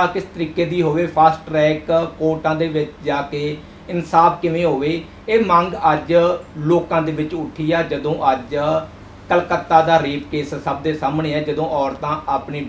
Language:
Punjabi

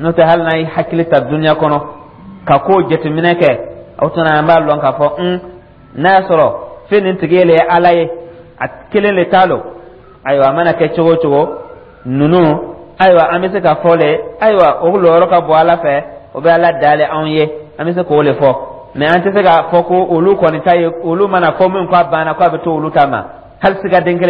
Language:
Dyula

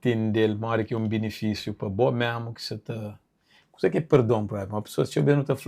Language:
Kabuverdianu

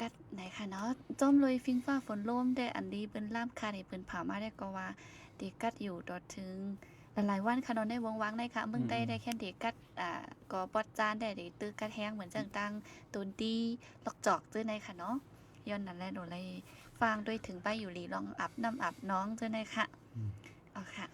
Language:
Shan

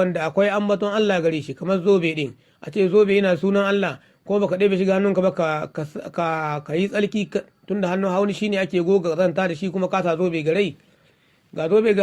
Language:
Hausa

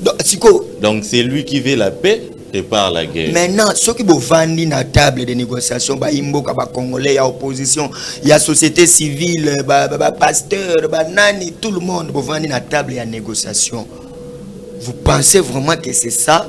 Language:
Lingala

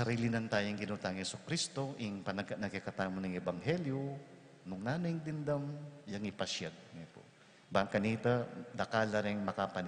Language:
Pampanga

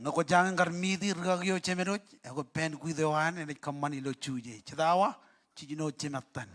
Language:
Marshallese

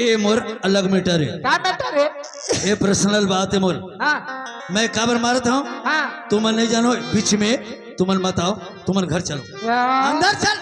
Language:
Chhattisgarhi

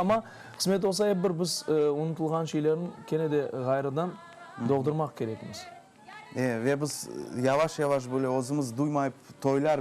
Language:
Crimean Tatar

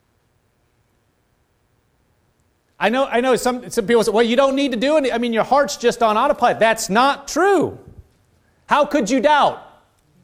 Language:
English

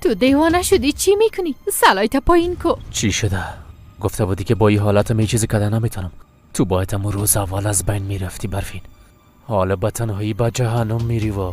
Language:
Persian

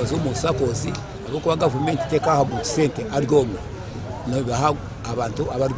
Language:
Nyankole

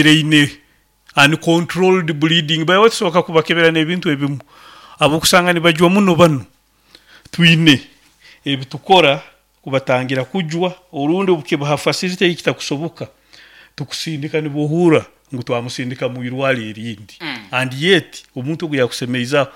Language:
Nyankole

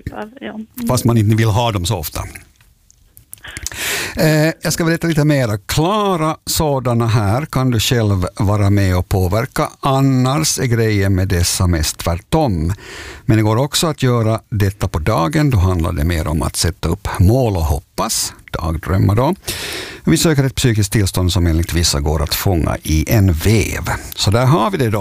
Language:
Swedish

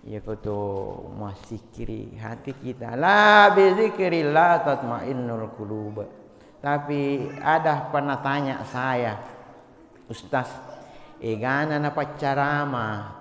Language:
Buginese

